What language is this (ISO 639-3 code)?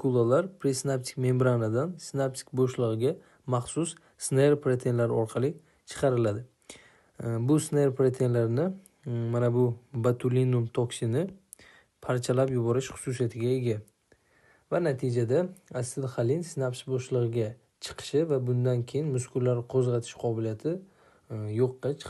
uzb